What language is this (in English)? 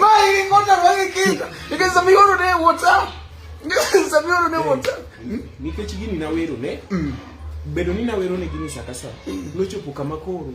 Luo (Kenya and Tanzania)